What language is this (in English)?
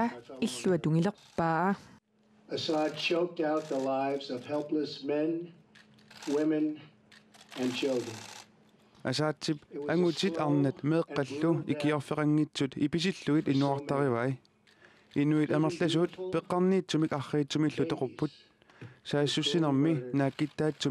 Kalaallisut